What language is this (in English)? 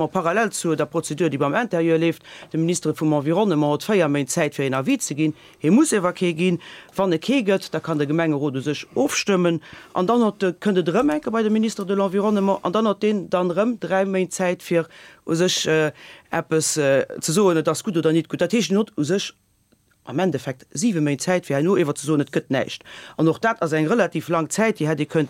Luxembourgish